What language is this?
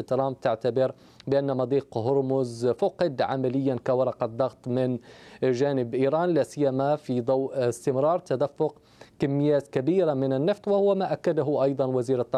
Arabic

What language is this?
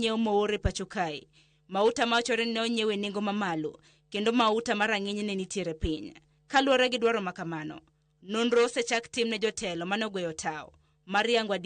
Luo (Kenya and Tanzania)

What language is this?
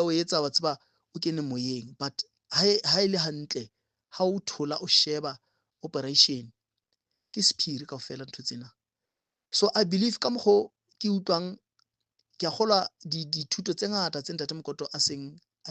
Southern Sotho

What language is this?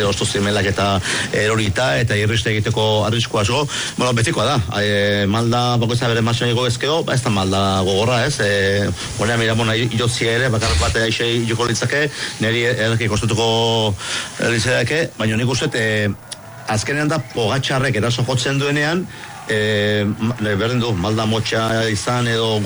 Basque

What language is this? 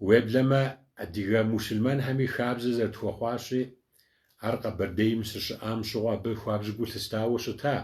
Kabardian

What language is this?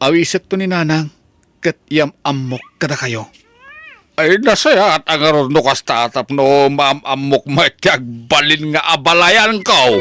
Iloko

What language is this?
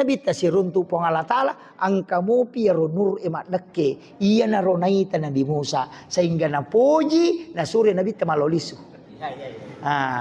Buginese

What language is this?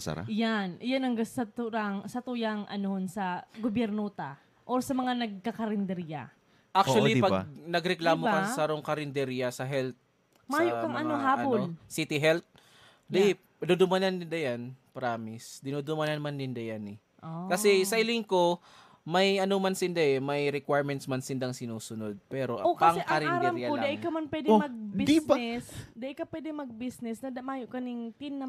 Bikol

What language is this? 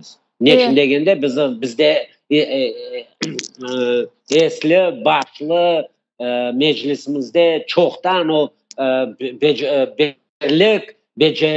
Crimean Tatar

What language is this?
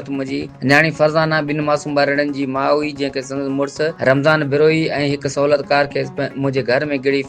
Sindhi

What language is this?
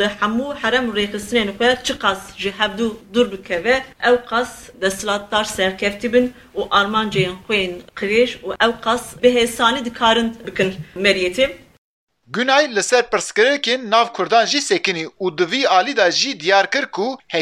Kurdish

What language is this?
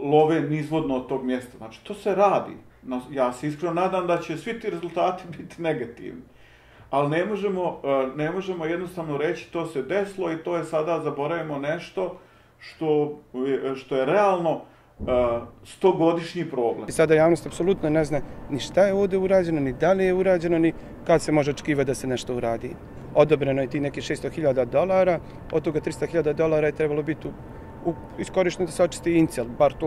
Bosnian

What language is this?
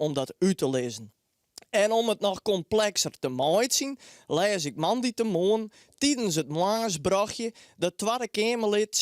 Western Frisian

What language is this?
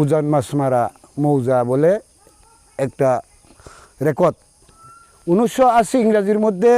Riang (India)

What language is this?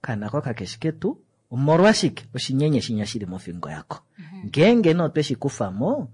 Kuanyama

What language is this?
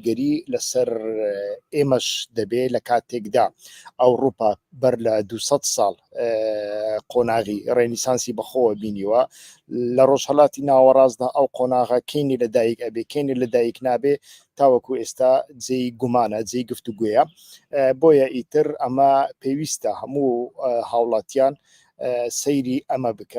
Central Kurdish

